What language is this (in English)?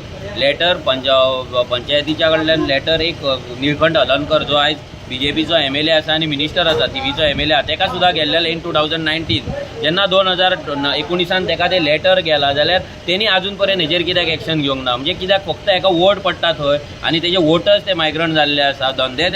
Konkani